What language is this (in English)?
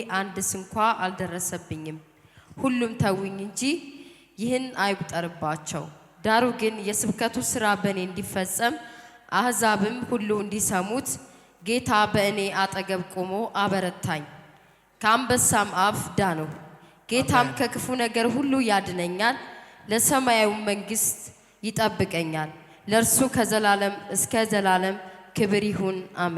Amharic